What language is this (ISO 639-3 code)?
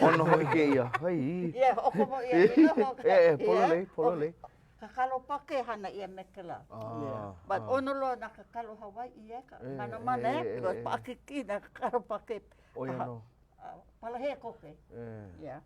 haw